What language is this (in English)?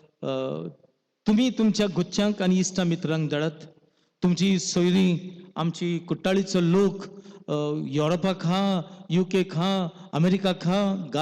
Konkani